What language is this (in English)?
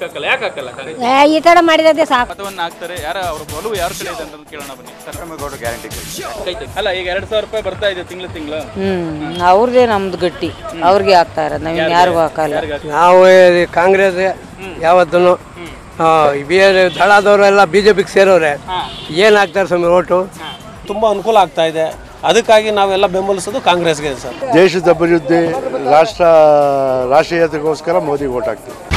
Kannada